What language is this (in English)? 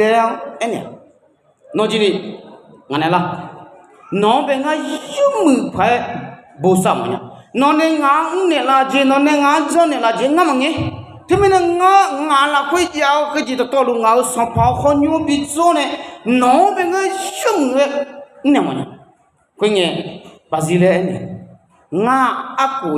Akha